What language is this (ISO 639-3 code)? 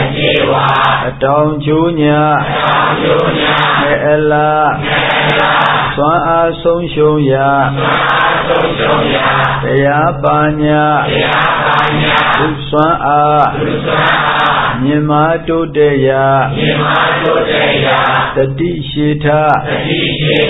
mya